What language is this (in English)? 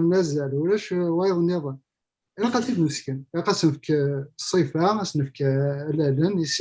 Kabyle